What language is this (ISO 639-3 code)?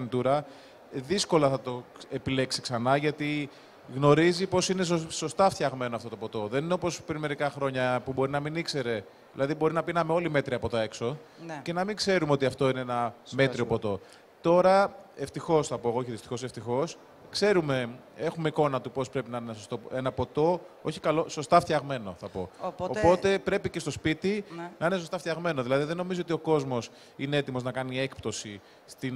ell